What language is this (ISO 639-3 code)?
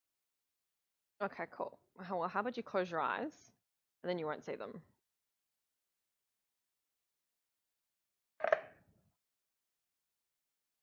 eng